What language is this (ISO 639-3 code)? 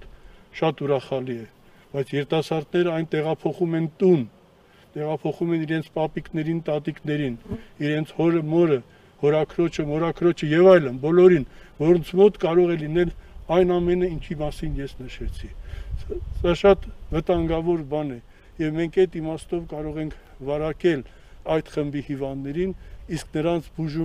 hye